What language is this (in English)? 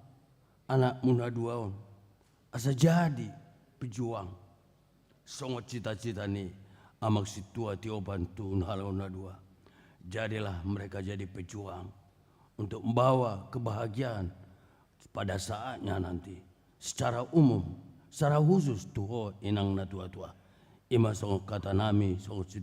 Batak Toba